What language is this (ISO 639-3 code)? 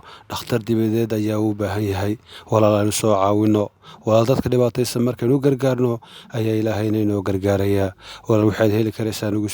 som